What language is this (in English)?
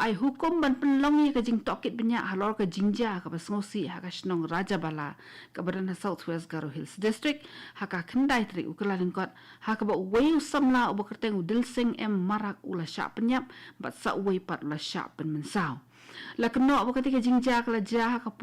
Khasi